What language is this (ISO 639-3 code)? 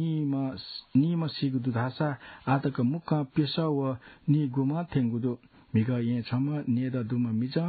new